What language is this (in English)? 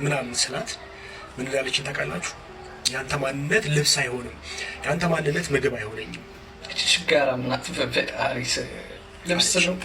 Amharic